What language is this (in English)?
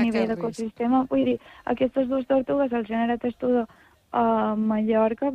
Catalan